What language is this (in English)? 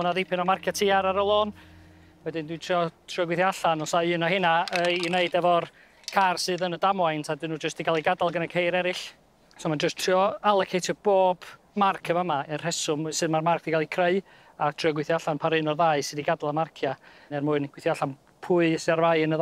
Welsh